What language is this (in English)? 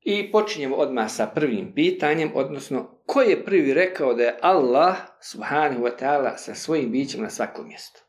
Bosnian